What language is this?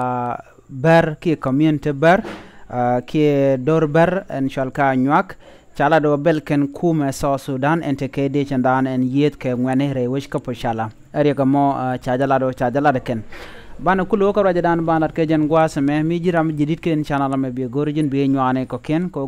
Nuer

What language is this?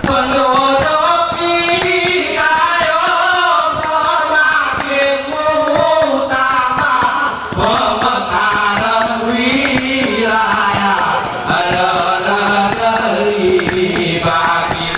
Gayo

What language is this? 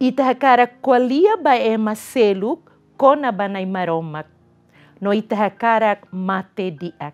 Tetum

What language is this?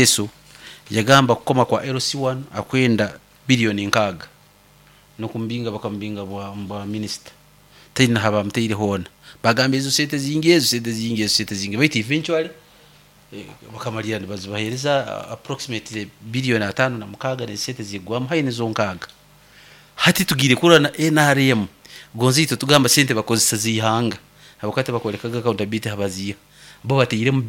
Nyoro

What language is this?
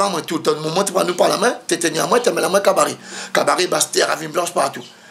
Réunion Creole French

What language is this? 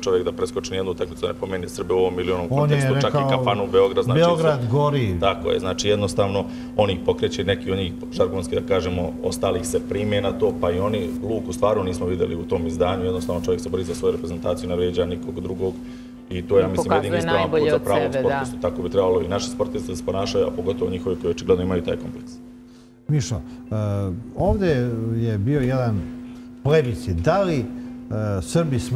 Serbian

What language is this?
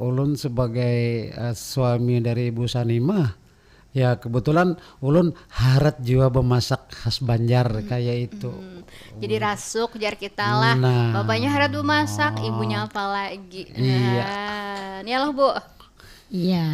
Banjar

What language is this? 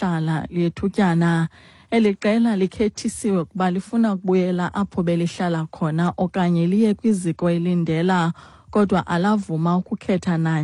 Xhosa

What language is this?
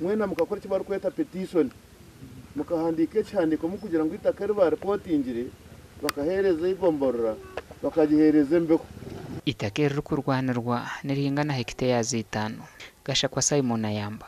Nyankole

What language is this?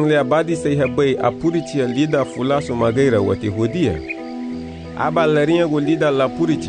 Garifuna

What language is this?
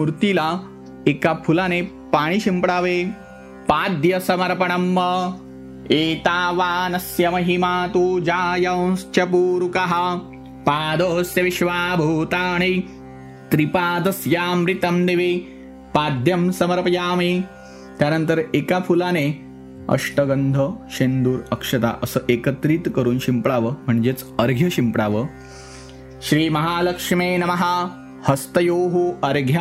Marathi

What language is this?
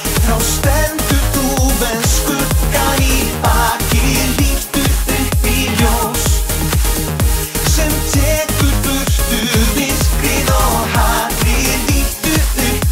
Icelandic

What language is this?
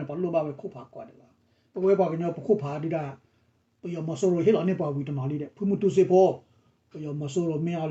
S'gaw Karen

